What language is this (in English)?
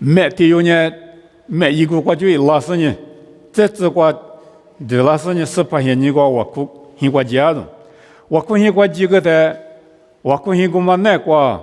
Lisu